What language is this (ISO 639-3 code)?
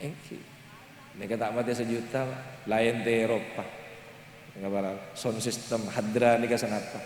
mad